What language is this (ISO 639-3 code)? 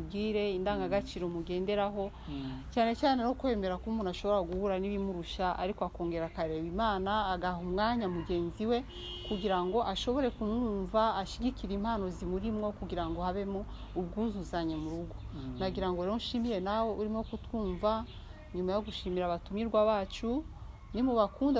kin